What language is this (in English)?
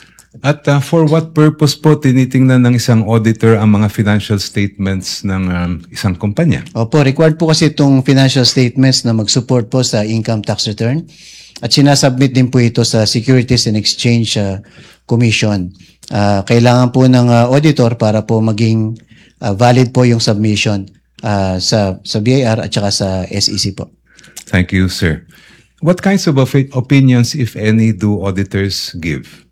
Filipino